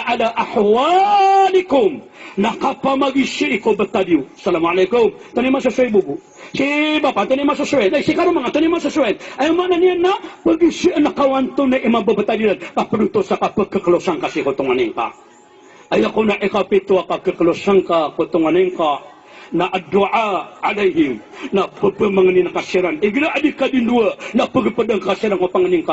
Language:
Maranao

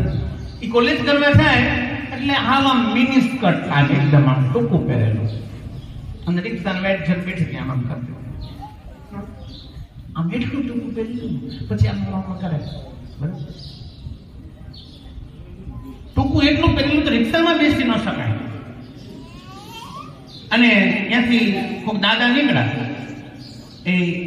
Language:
Gujarati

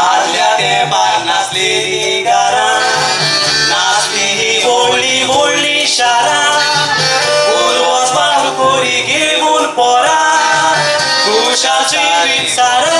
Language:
Konkani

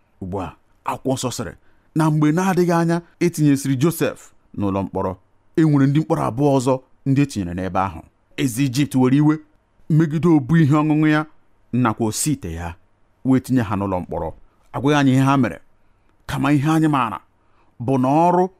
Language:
Igbo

